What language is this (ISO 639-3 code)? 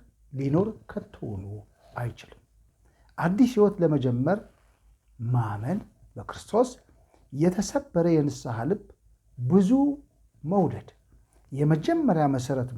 amh